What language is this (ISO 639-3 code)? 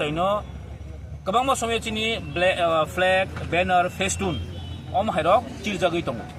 trp